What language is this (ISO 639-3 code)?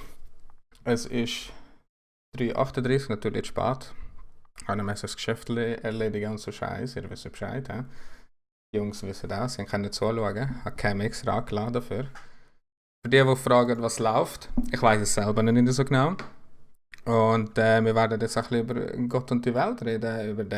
gsw